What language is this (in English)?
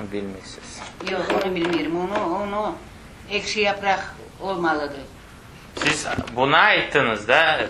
Crimean Tatar